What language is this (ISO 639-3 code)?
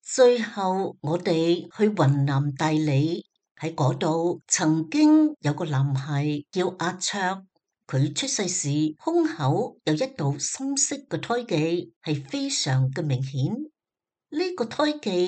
yue